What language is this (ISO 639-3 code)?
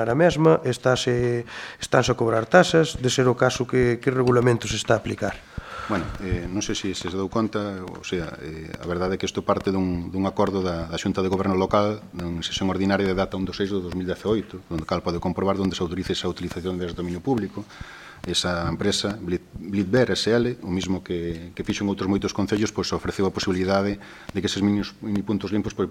glg